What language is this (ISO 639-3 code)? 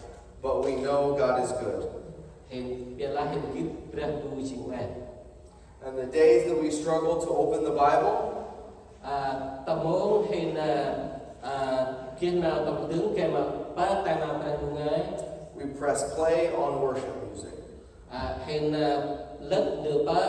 cmo